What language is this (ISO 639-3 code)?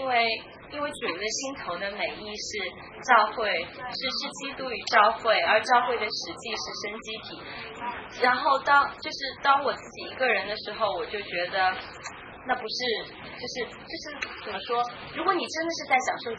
zho